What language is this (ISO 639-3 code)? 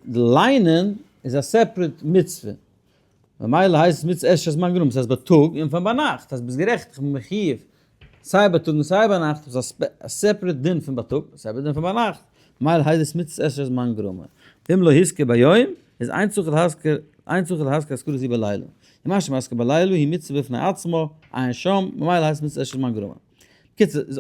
yid